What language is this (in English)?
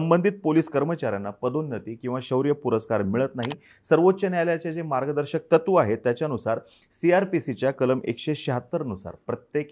Marathi